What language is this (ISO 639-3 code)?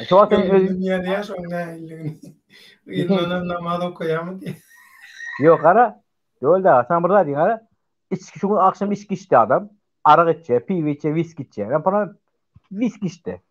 tuk